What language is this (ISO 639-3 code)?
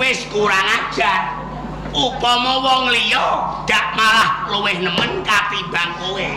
jav